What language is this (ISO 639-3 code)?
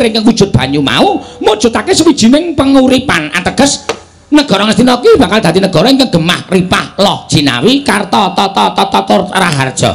jav